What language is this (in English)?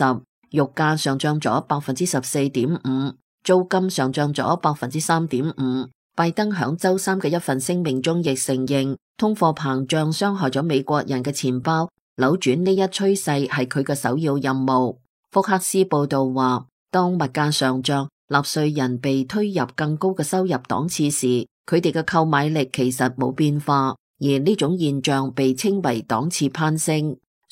Cantonese